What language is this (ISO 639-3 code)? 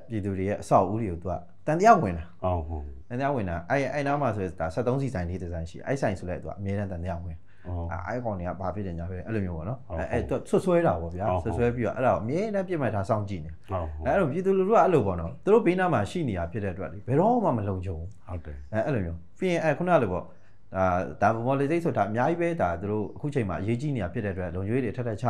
mya